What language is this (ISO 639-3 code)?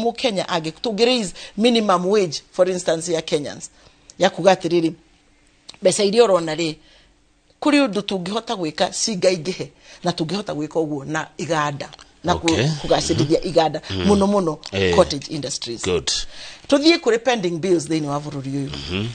kik